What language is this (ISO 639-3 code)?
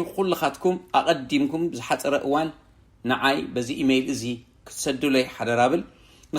tir